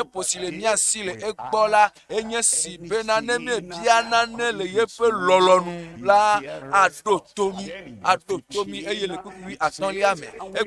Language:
Ewe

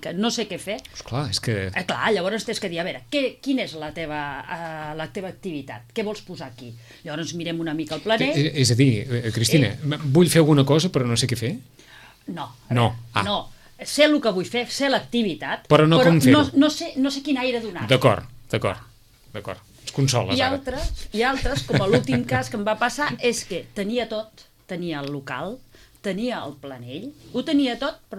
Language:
Catalan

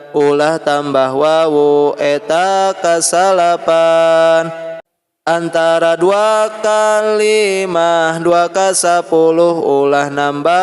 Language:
Sundanese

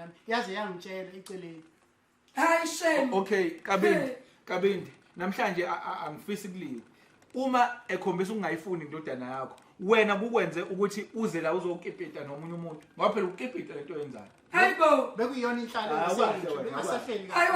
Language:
Zulu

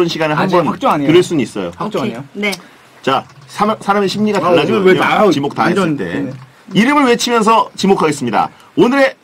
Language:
Korean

